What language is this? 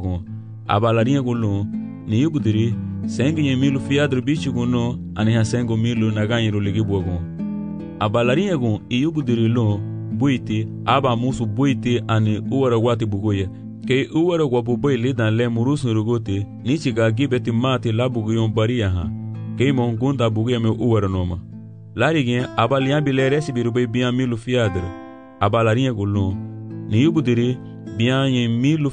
Garifuna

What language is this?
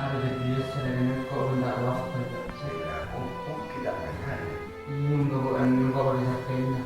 Madurese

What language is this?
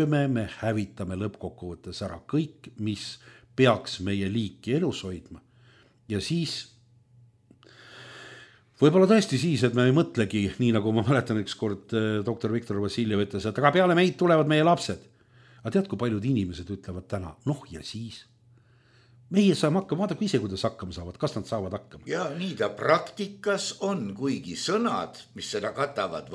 Estonian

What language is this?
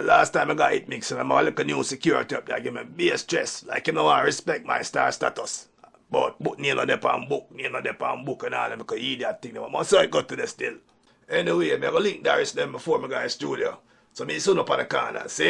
Jamaican Creole English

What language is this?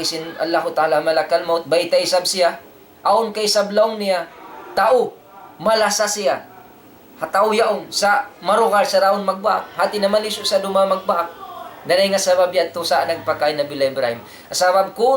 Tausug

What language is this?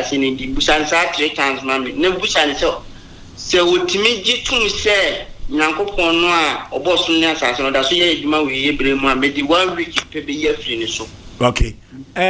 Akan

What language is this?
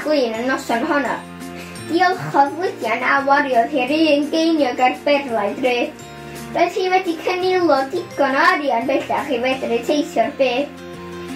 Welsh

